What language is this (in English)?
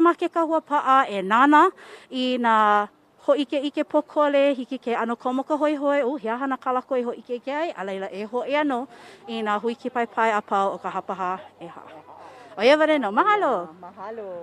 Hawaiian